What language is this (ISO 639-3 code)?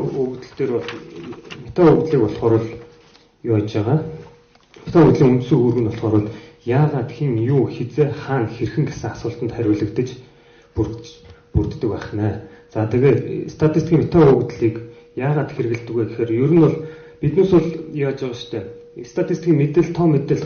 mon